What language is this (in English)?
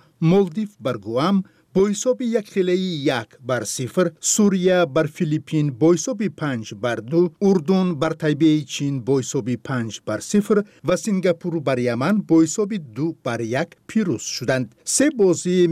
Tajik